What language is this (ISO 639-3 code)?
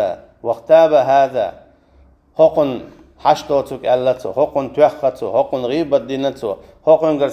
che